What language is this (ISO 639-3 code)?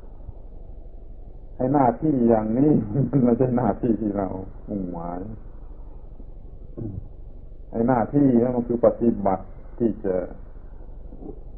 tha